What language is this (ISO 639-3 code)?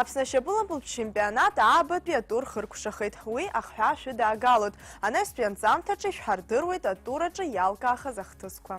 abk